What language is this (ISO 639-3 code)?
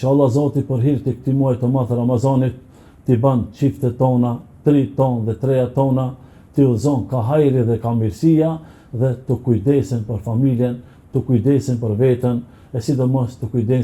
sqi